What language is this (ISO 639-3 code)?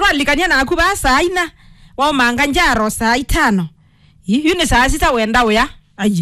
kam